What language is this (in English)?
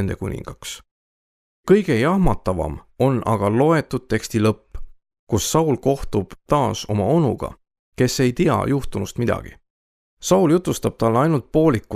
Estonian